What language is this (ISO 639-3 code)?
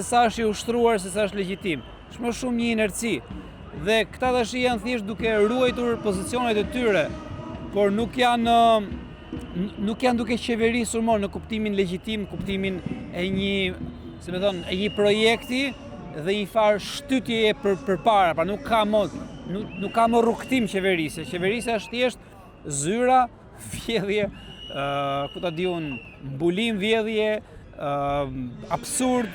sqi